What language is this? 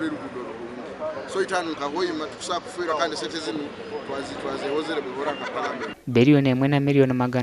Nyankole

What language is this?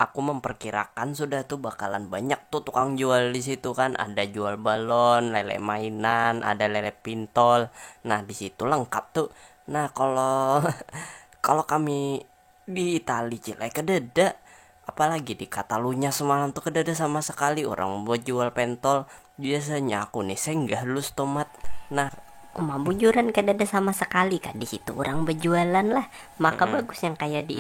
Banjar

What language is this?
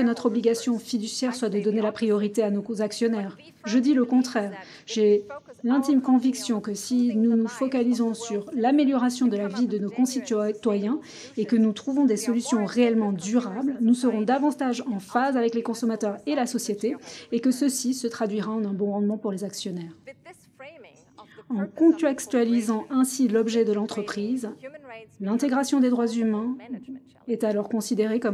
French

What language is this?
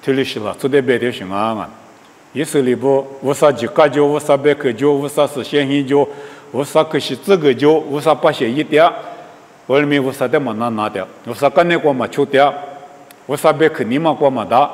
Lisu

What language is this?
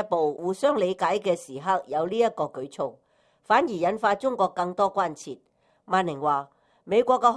Cantonese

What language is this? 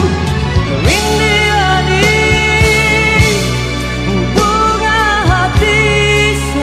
Malay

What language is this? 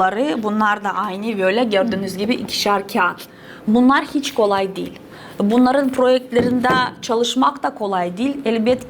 Gagauz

